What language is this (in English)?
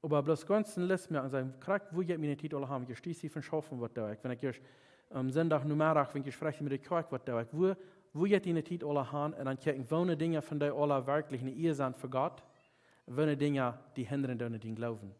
Plautdietsch